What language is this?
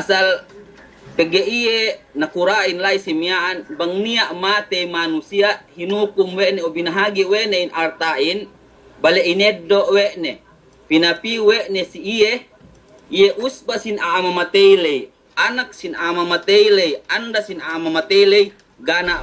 Yakan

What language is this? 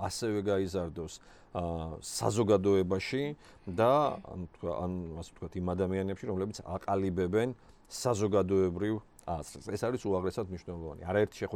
Georgian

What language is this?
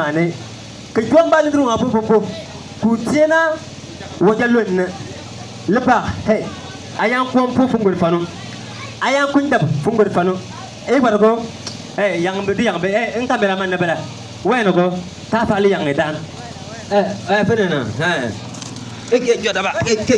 Bimoba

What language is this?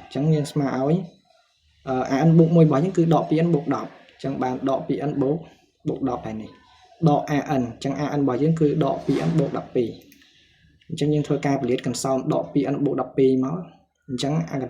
Khmer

